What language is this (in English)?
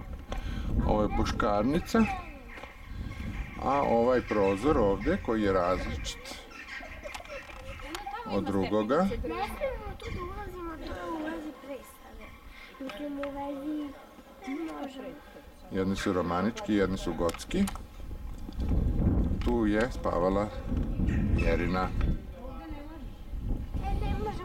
Serbian